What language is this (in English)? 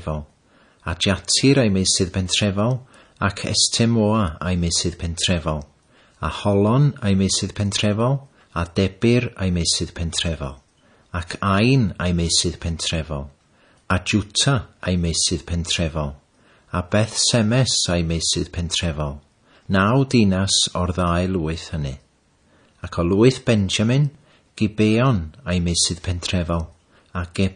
Welsh